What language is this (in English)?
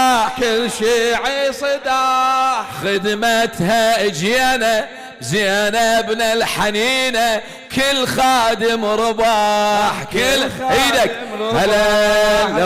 Mesopotamian Arabic